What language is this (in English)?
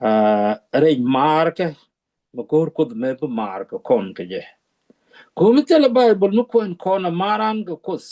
Nuer